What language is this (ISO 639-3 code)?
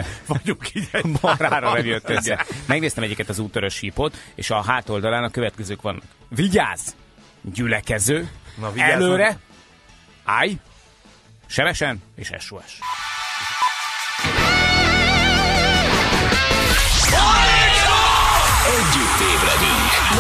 hun